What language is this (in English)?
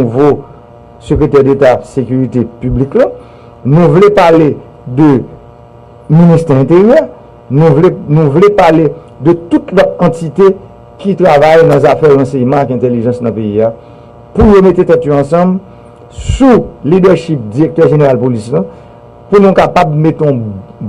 Haitian Creole